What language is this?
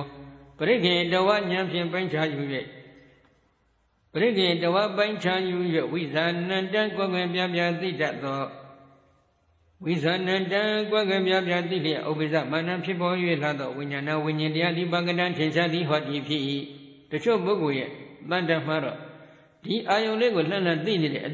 Burmese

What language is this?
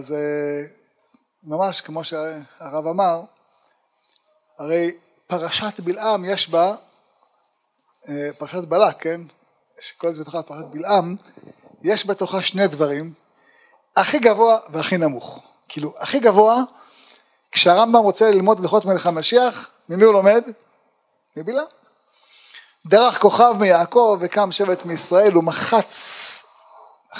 Hebrew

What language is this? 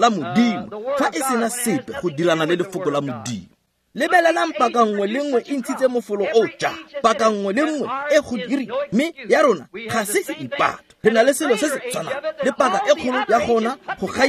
Tswana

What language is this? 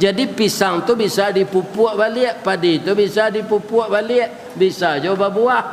Minangkabau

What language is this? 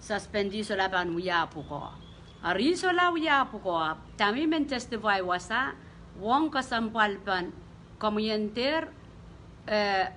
Pohnpeian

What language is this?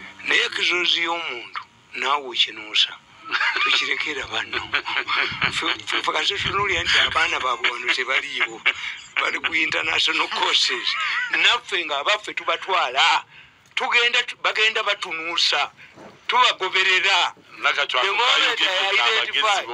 Ganda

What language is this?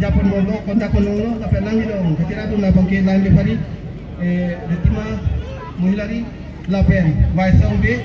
Karbi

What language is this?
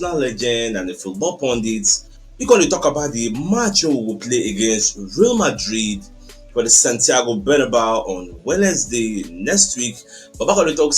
Nigerian Pidgin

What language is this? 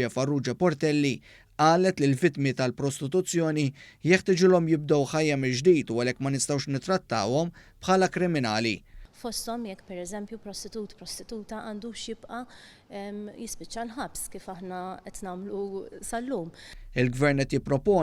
Maltese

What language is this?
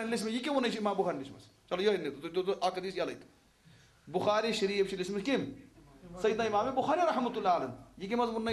Kashmiri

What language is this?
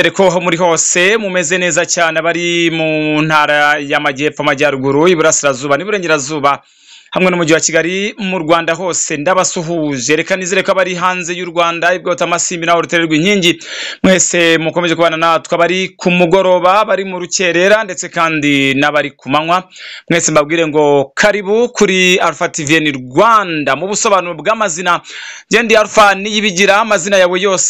Kinyarwanda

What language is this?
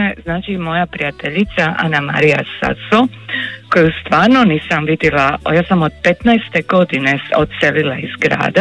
Croatian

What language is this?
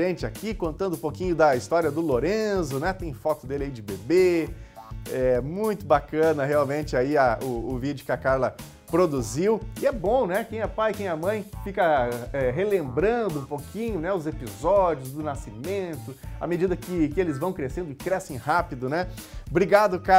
Portuguese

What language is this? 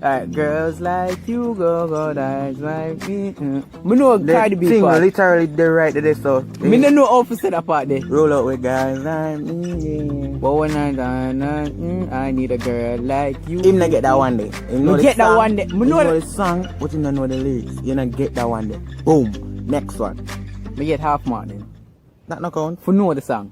Jamaican Creole English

